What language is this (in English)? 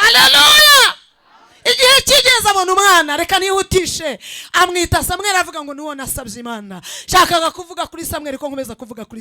Kinyarwanda